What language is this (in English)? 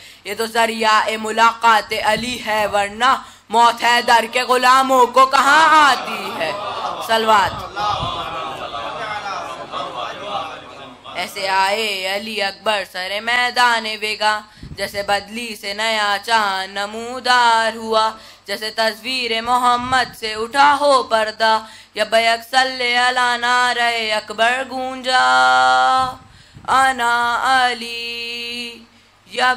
Urdu